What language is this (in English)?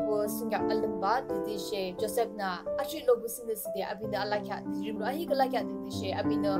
Yimchungru Naga